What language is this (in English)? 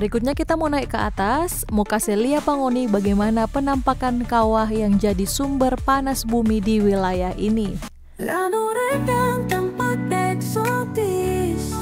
Manado Malay